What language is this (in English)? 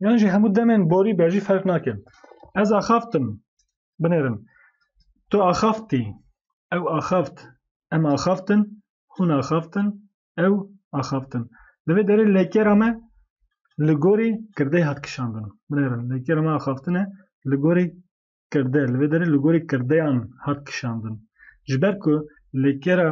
Kurdish